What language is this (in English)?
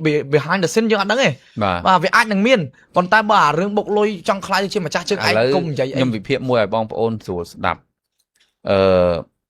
Khmer